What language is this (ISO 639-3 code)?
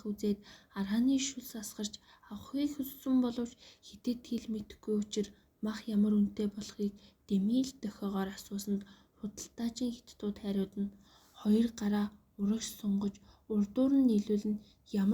mon